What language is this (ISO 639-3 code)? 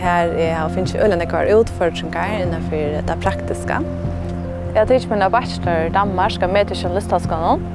fao